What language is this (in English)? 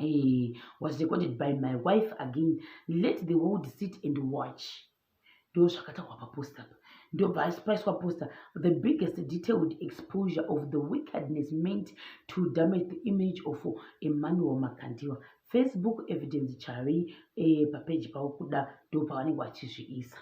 Shona